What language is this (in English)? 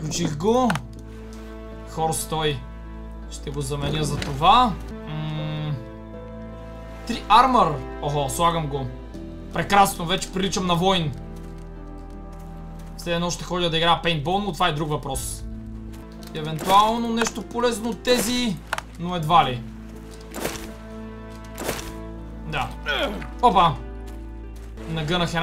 Bulgarian